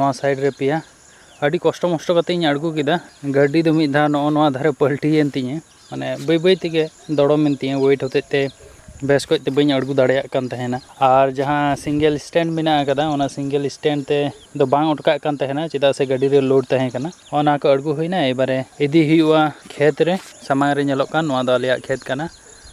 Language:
Santali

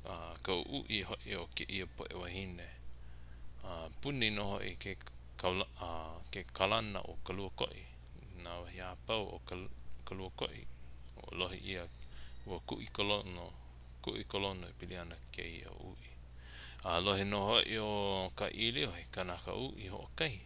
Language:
Hawaiian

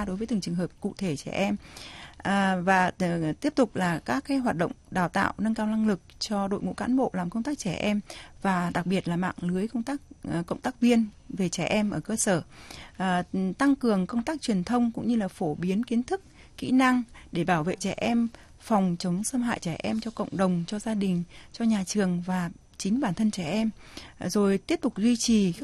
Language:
Vietnamese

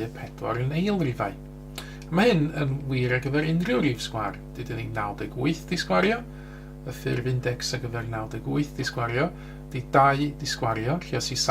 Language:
Welsh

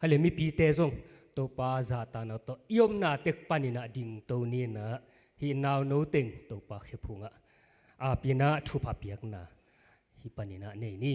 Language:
Tedim Chin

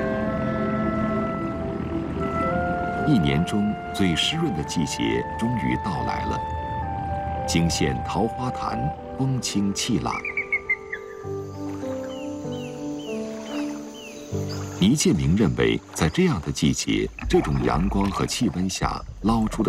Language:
Chinese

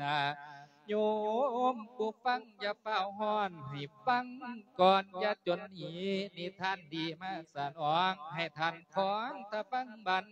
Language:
Lao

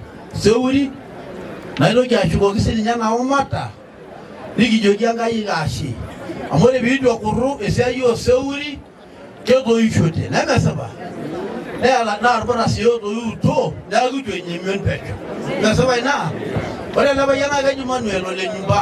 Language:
Masai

